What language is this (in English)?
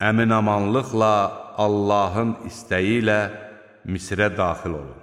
Azerbaijani